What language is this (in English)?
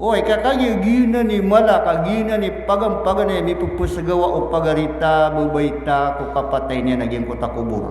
Maranao